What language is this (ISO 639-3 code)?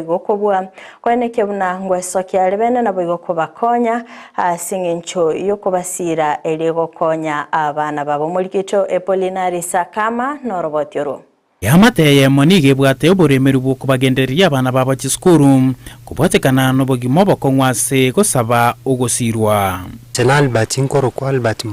guz